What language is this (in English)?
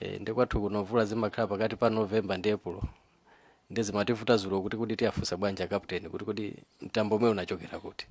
Nyanja